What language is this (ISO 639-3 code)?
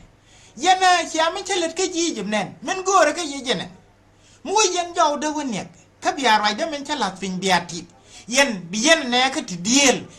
nus